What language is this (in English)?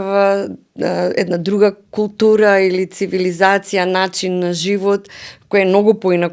Macedonian